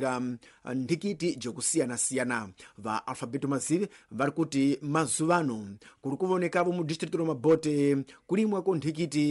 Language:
Tsonga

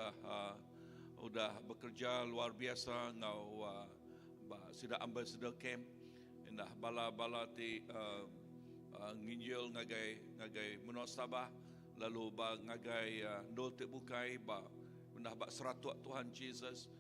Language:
Iban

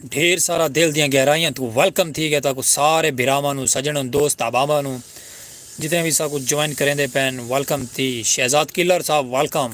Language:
Saraiki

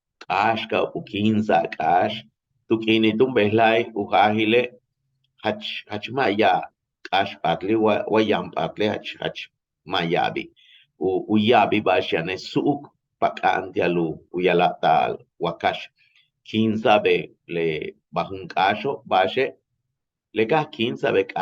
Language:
Yucateco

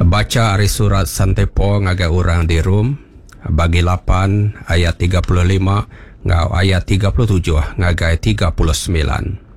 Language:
Iban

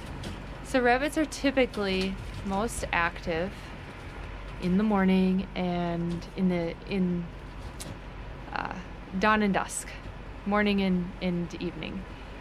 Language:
English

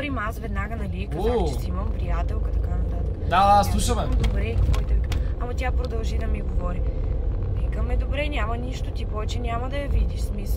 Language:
Bulgarian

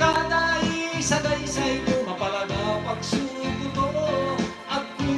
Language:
Pangasinan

